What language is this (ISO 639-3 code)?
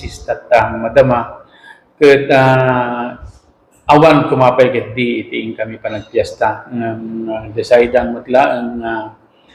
ilo